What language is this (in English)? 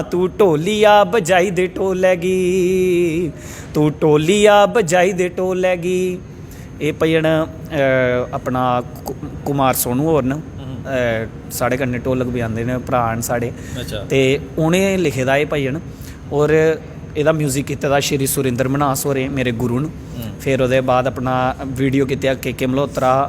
Dogri